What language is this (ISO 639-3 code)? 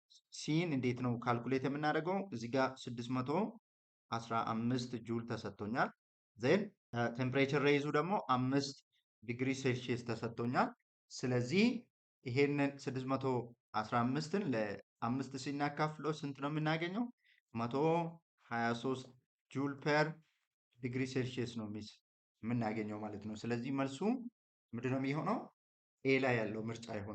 amh